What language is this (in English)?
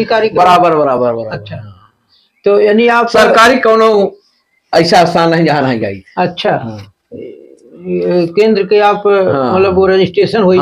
Awadhi